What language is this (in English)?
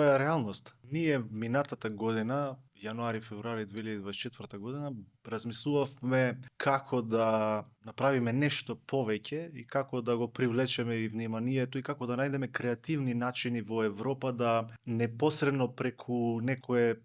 Macedonian